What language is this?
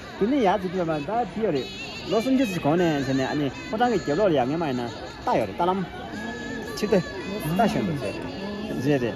Tibetan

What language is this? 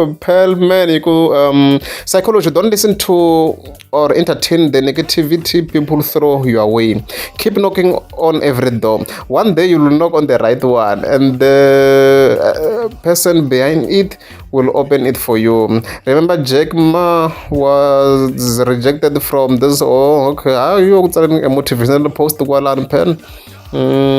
Tsonga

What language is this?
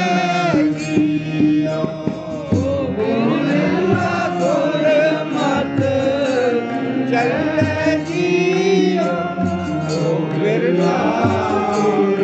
Punjabi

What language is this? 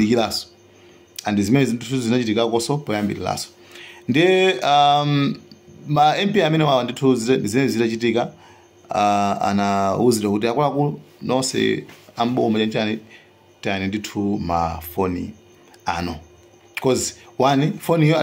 Nyanja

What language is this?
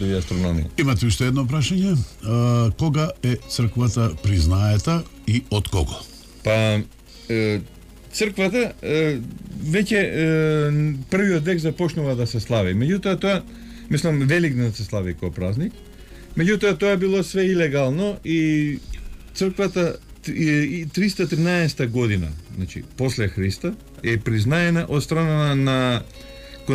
Macedonian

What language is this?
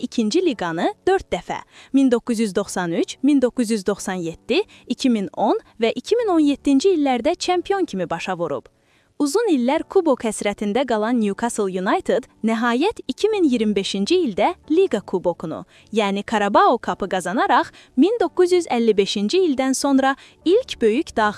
Azerbaijani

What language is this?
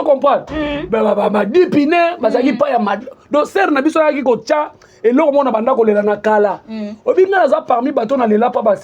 Lingala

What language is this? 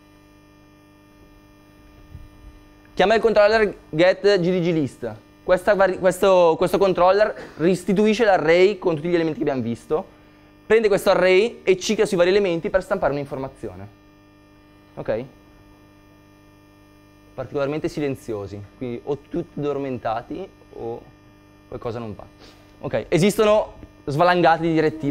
Italian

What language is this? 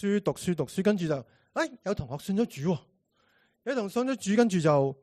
Cantonese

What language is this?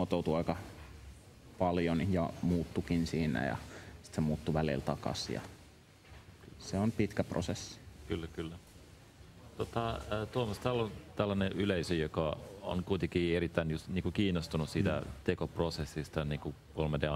Finnish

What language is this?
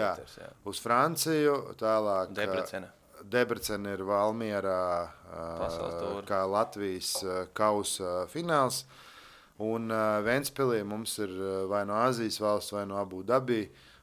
Latvian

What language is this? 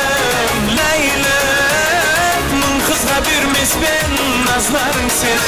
Kara-Kalpak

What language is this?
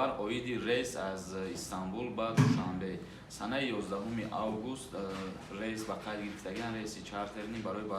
Tajik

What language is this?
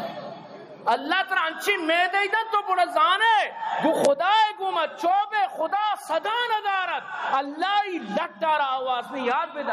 Eastern Balochi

